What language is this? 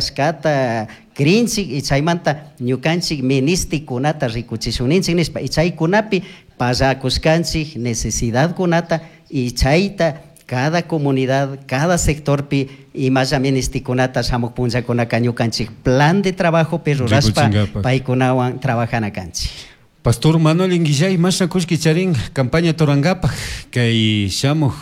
Chimborazo Highland Quichua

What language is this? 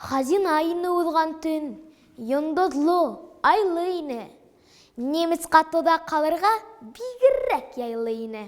Bashkir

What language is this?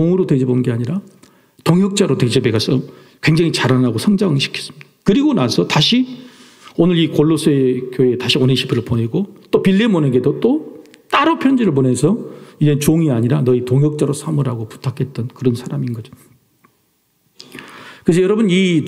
Korean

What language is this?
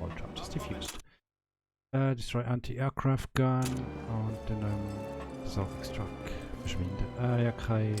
Swiss German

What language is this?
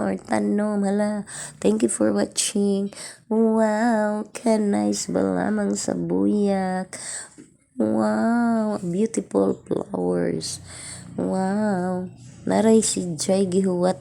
Cebuano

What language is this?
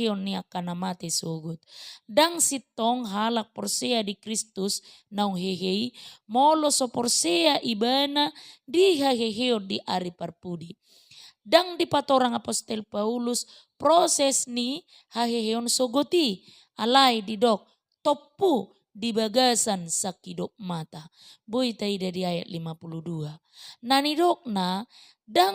Batak Toba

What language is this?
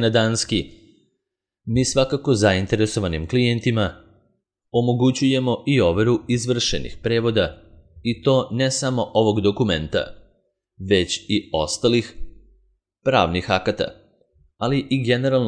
Serbian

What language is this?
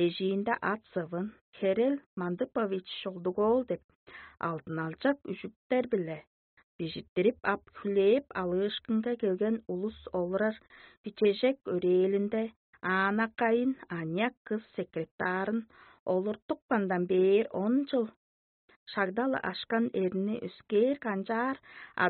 Tuvinian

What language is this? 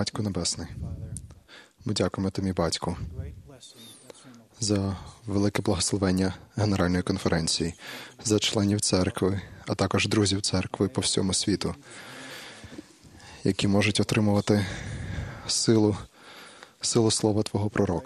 Ukrainian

